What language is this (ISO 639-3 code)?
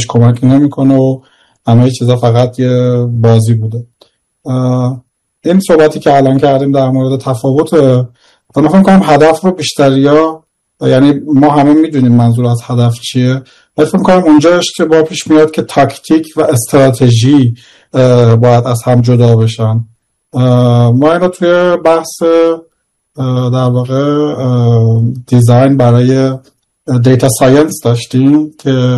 fas